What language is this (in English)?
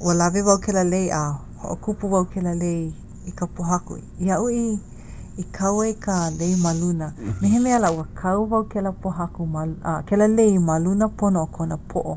Hawaiian